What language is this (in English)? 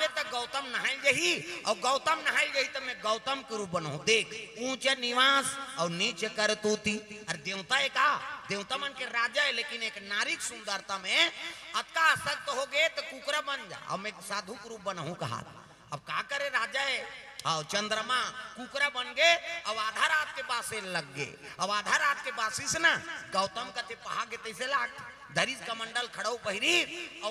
Chhattisgarhi